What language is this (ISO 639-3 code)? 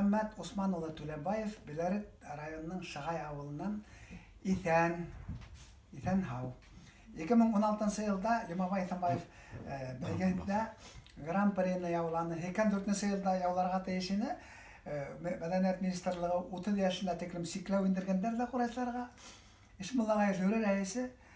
bak